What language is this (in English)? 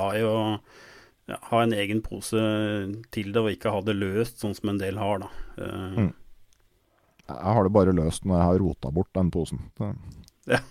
Norwegian